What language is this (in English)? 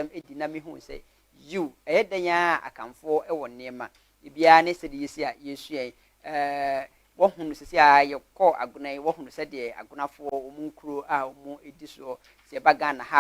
Akan